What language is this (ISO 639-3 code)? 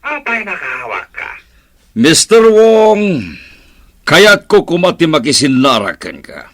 ilo